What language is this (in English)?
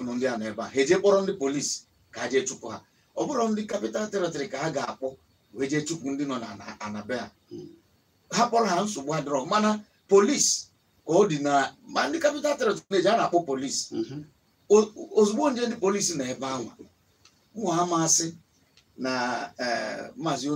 Igbo